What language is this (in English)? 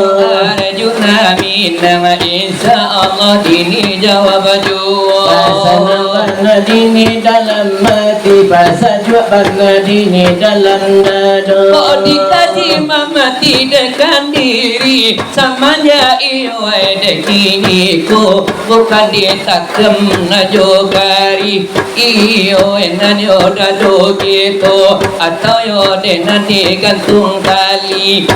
Minangkabau